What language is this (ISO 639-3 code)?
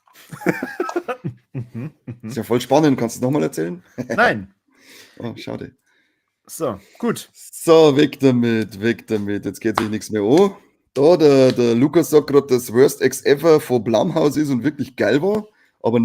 bar